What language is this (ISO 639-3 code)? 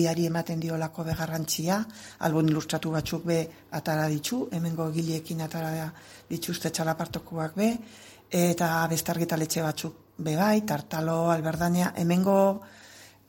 eus